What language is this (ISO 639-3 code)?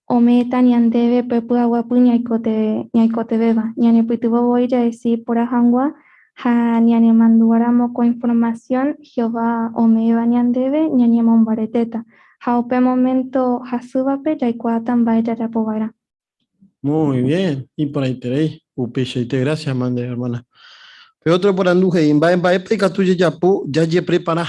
grn